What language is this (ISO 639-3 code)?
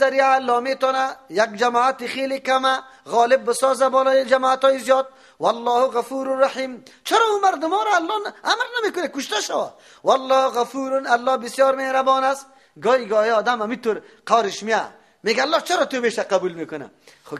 fas